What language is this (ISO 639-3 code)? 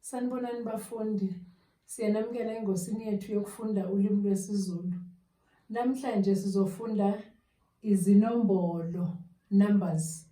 zul